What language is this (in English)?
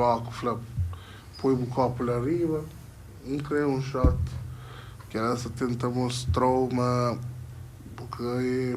Kabuverdianu